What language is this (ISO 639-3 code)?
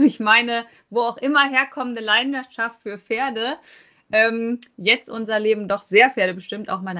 deu